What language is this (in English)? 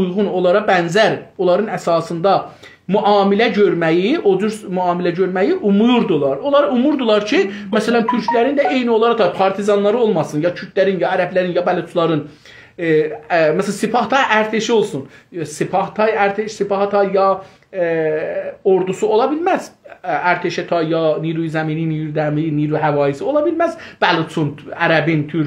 South Azerbaijani